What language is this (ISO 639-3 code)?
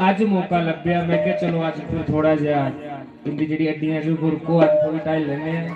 doi